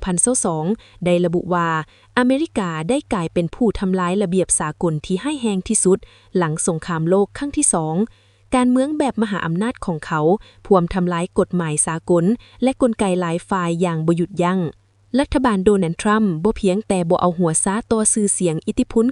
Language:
Lao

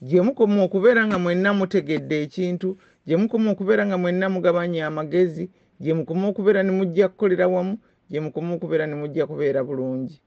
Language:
Ganda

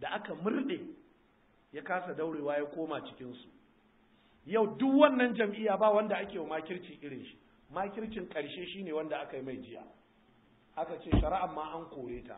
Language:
Hausa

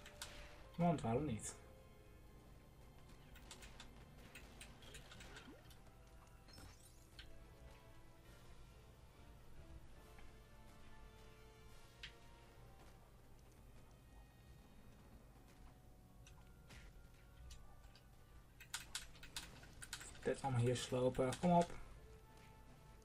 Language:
Dutch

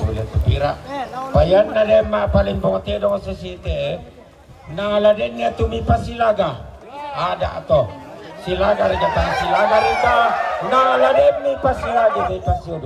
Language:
Toraja-Sa'dan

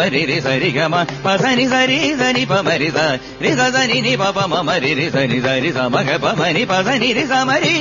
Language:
Telugu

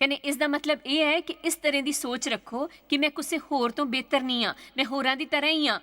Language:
Dogri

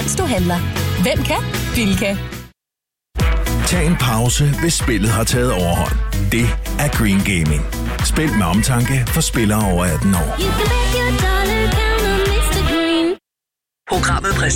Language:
Danish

